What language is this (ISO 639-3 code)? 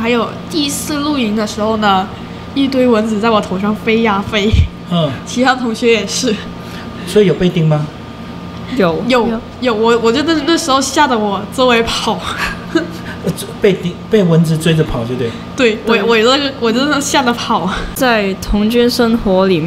zho